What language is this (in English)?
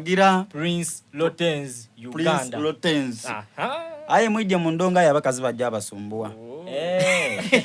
Soga